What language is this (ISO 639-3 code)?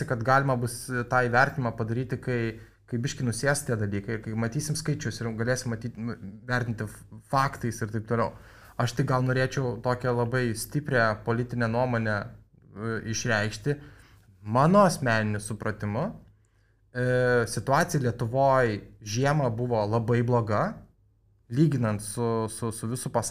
lit